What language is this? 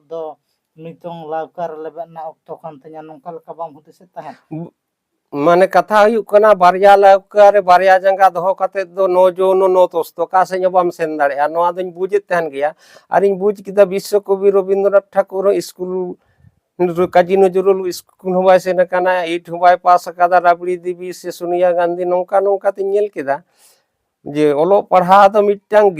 Santali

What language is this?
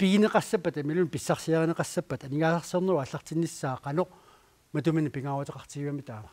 Kalaallisut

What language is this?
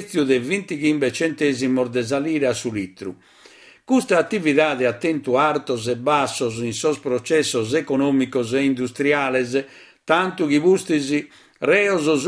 Sardinian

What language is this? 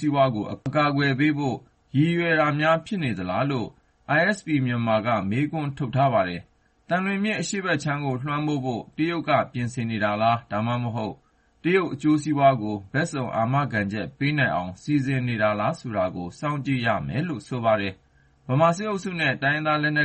Burmese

